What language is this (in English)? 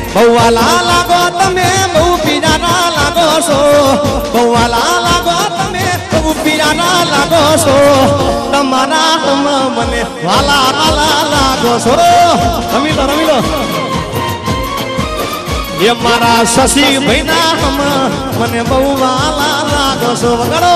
Gujarati